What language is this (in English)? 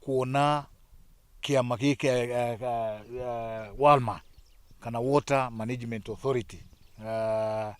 Kikuyu